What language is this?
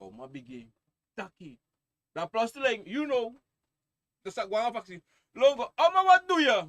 Sranan Tongo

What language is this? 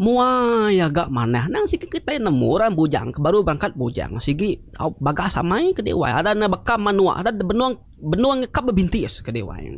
Iban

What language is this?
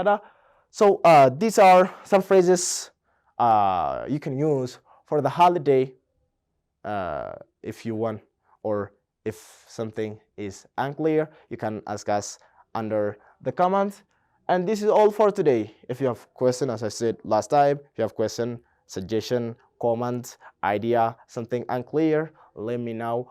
Oromo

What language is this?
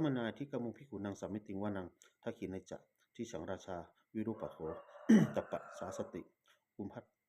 Pali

